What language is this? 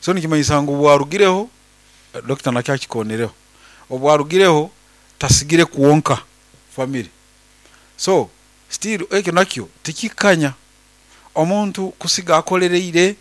Nyoro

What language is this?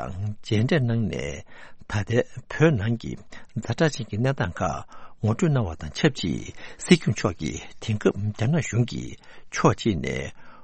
Tibetan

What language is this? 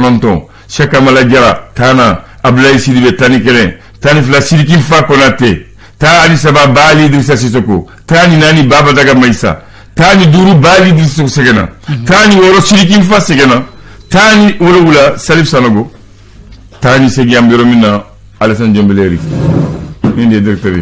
Bambara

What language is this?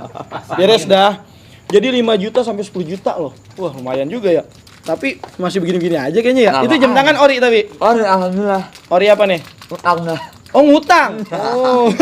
Betawi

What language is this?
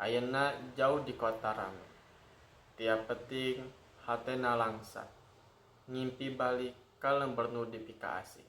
Sundanese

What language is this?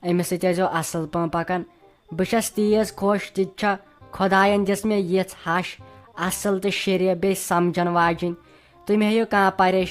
Kashmiri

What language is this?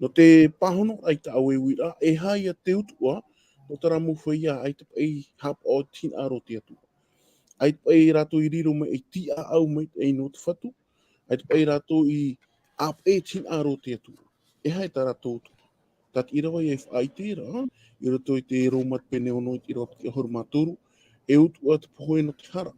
Tahitian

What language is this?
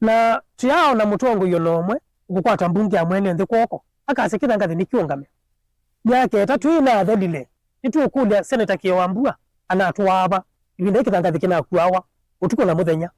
Kamba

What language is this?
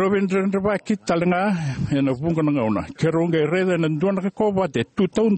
Fijian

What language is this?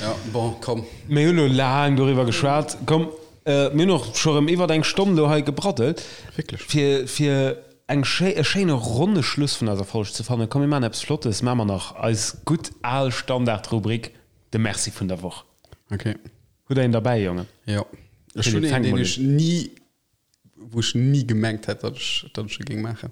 Luxembourgish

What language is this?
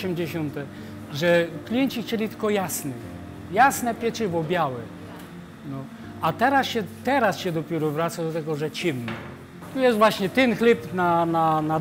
Silesian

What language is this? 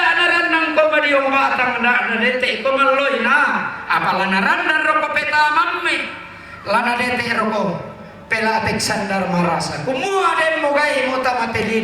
Toraja-Sa'dan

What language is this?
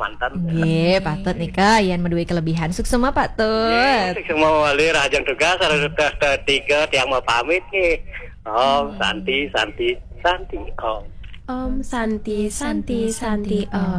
Balinese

